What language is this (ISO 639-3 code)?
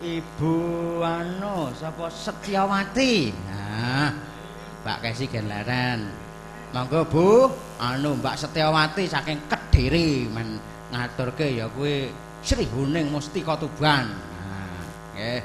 jav